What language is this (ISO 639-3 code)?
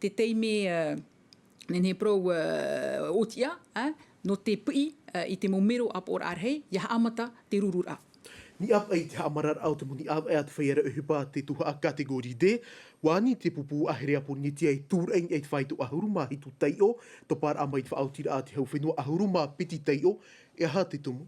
tah